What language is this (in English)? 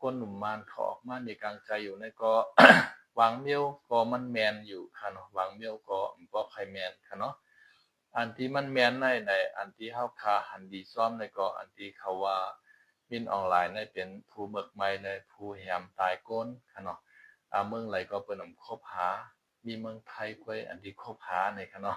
Shan